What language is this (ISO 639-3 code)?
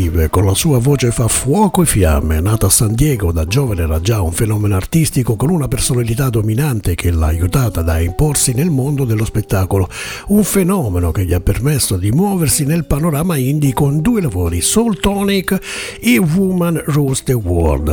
ita